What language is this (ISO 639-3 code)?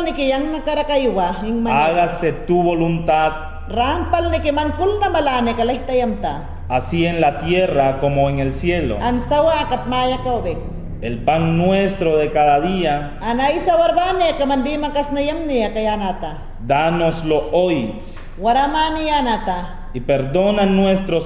yan